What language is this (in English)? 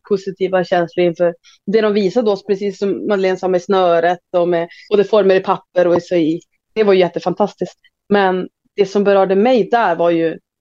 Swedish